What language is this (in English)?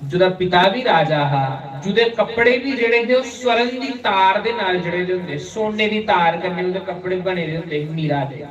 Dogri